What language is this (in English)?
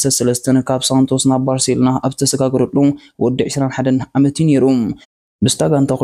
Tigrinya